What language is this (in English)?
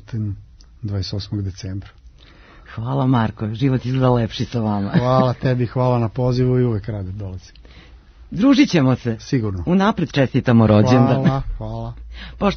Serbian